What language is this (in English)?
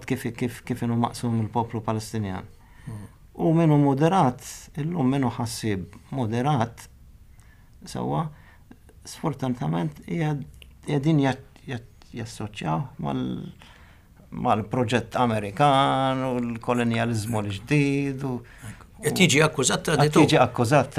Maltese